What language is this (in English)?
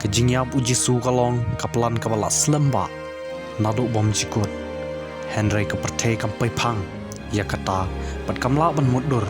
Khasi